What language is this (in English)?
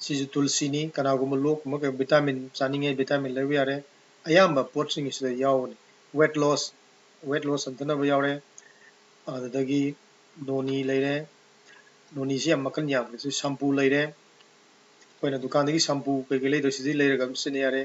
Manipuri